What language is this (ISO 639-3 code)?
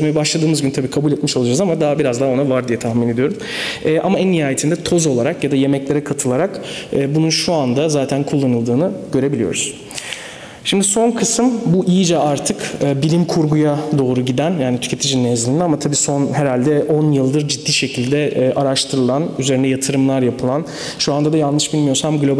tur